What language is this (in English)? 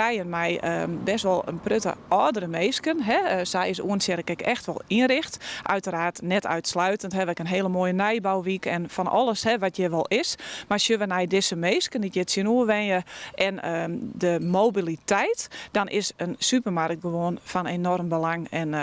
Western Frisian